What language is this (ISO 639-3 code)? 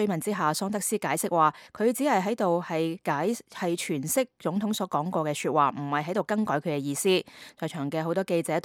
yue